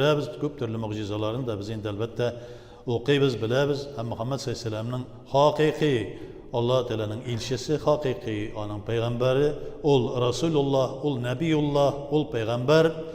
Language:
Tatar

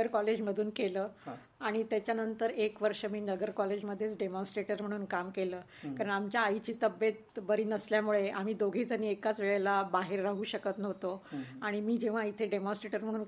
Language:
Marathi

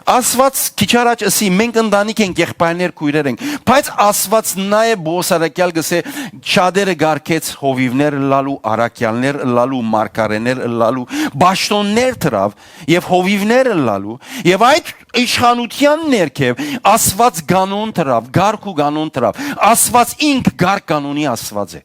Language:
Western Armenian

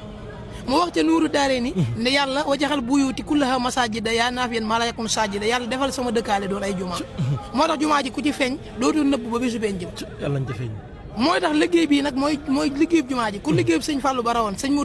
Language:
Wolof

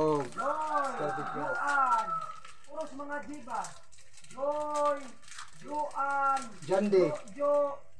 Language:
Cebuano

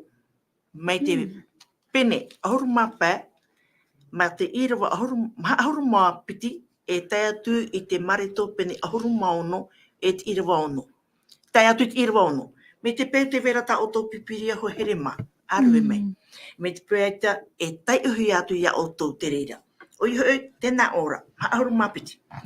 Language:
Tahitian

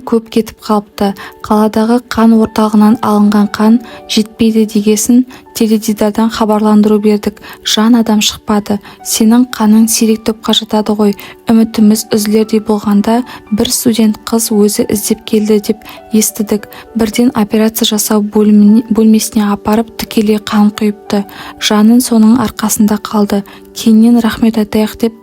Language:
Kazakh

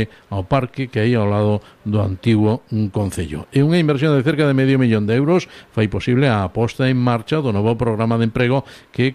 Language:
Galician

